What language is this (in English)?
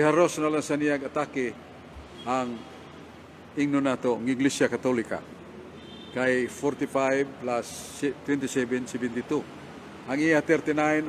Cebuano